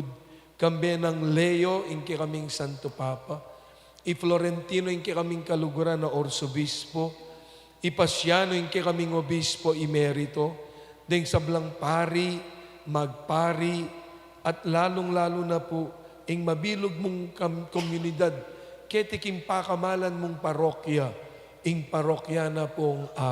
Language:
Pampanga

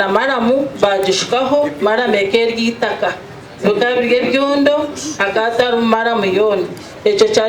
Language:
Nyankole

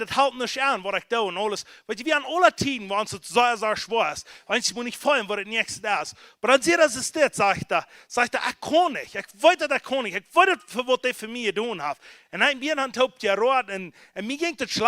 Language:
Plautdietsch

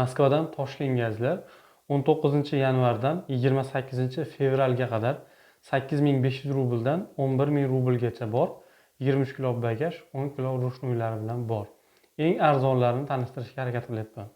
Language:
Uzbek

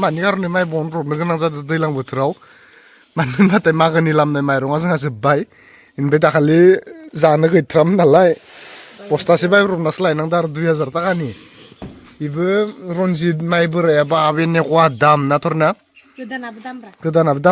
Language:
Bodo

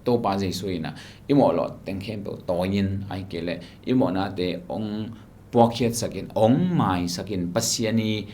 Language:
Tedim Chin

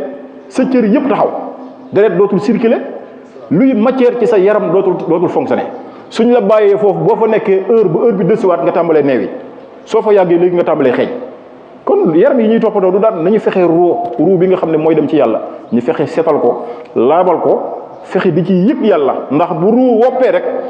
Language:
Wolof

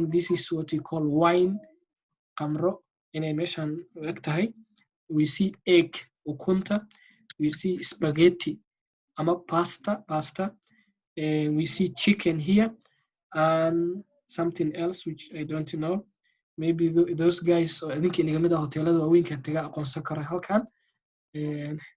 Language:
Somali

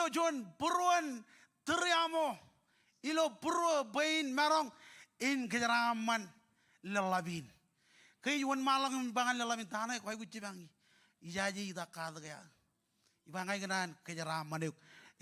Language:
Marshallese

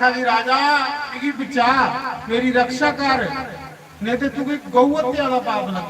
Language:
Dogri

